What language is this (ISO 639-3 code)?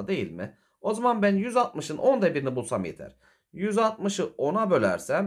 tur